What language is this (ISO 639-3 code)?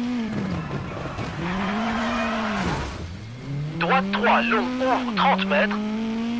fra